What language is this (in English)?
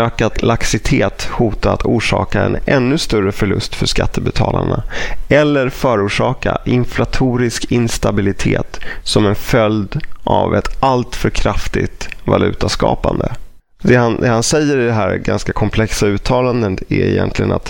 Swedish